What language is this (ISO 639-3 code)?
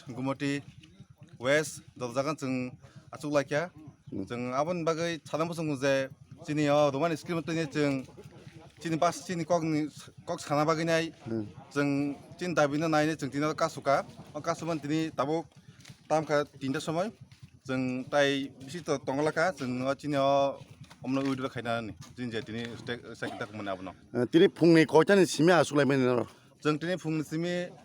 trp